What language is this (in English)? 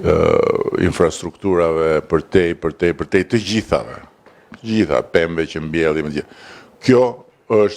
Albanian